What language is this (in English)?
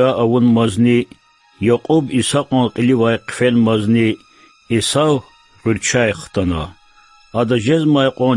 Lezghian